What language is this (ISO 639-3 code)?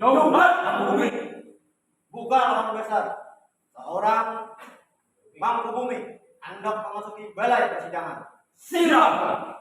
bjn